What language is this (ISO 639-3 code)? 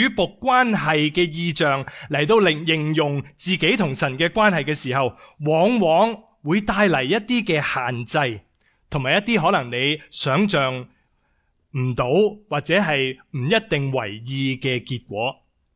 yue